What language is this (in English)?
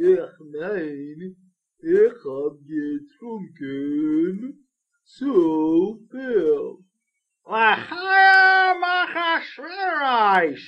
Yiddish